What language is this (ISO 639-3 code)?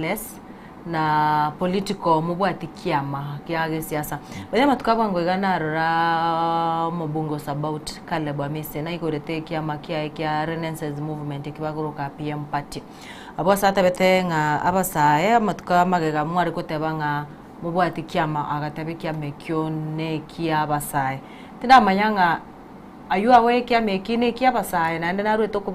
guz